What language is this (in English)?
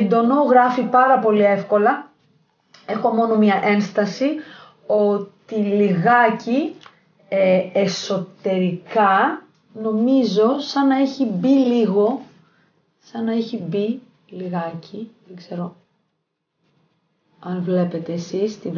Greek